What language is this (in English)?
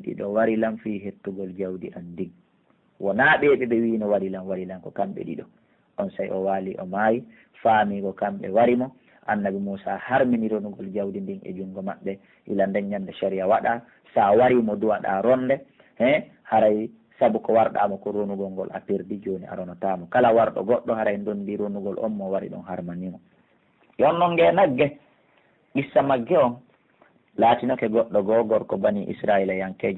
Pular